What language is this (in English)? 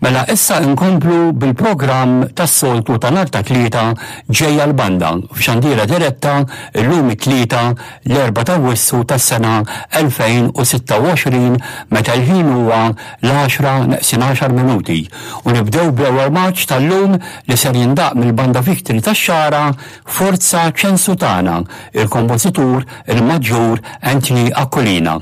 Maltese